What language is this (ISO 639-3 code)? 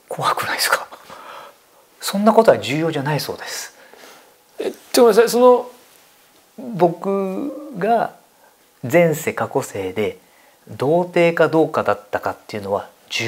jpn